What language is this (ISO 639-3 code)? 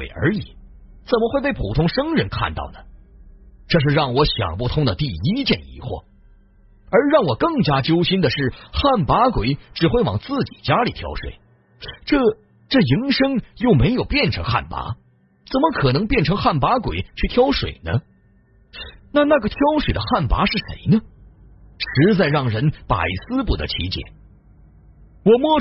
zho